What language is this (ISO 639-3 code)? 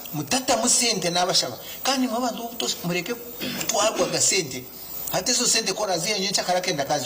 nyn